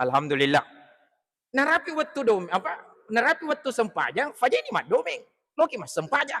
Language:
Buginese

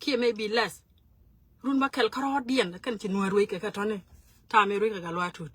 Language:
Nuer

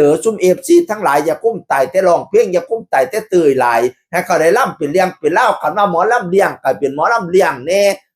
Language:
Northeastern Thai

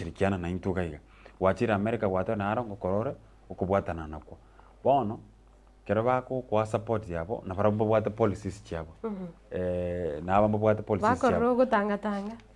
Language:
Gusii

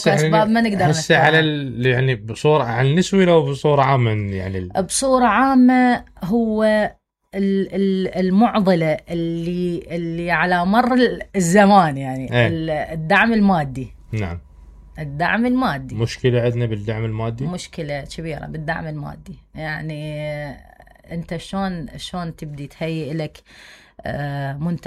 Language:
Mesopotamian Arabic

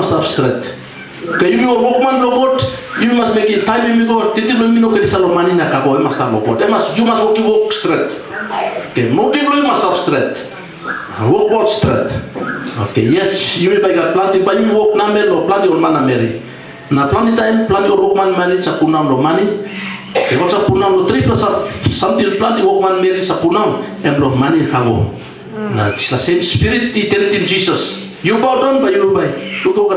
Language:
Tok Pisin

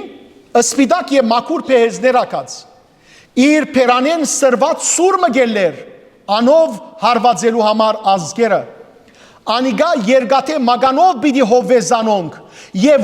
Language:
Western Armenian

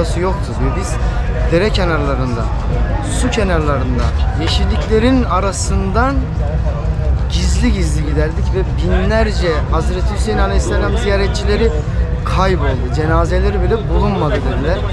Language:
Turkish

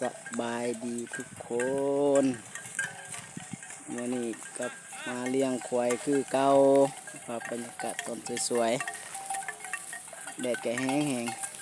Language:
Lao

